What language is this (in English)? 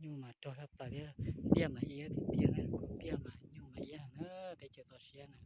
Hmong